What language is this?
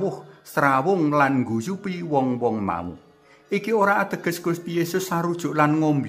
Javanese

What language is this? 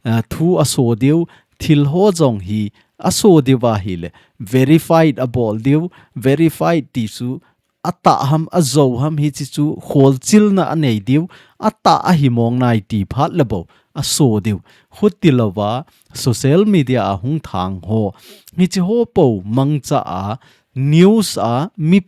Thado Chin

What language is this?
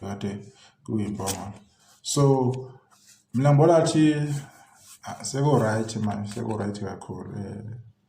Zulu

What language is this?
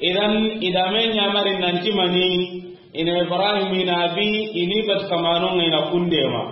Soninke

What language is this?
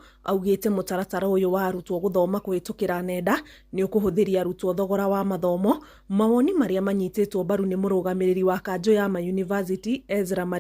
Kikuyu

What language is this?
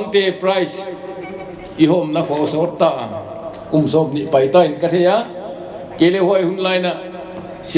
Paite Chin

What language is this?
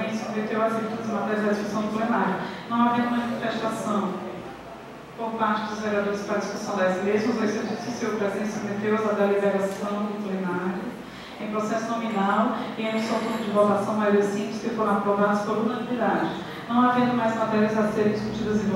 Portuguese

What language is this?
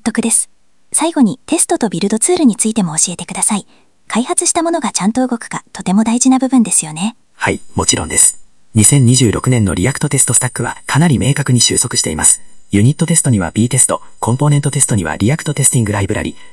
Japanese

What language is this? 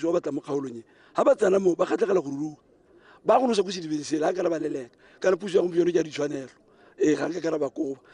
Tswana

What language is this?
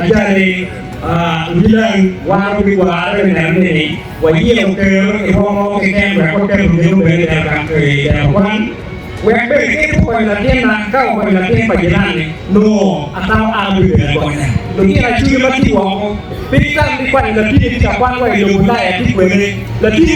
Acoli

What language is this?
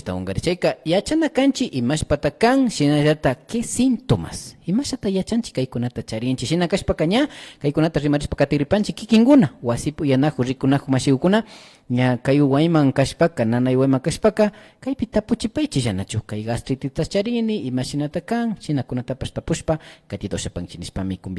Imbabura Highland Quichua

